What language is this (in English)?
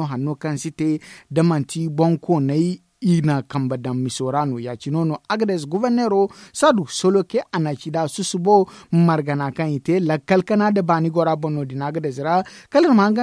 Zarma